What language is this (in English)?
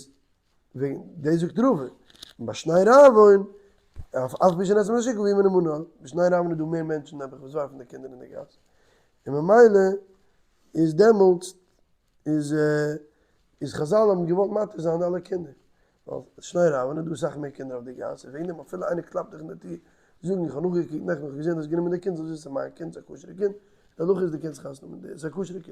Yiddish